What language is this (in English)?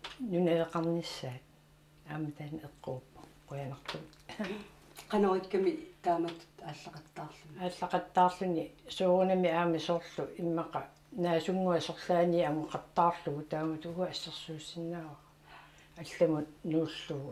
Kalaallisut